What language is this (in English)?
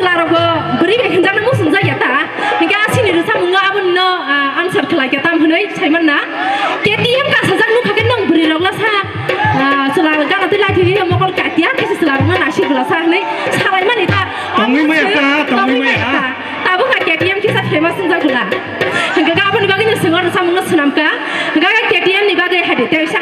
Kok Borok